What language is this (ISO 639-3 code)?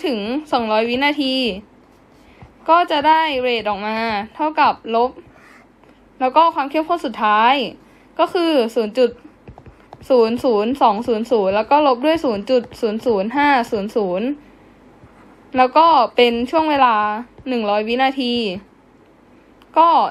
tha